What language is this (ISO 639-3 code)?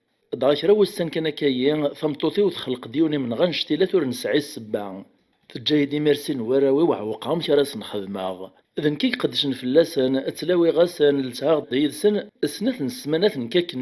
kab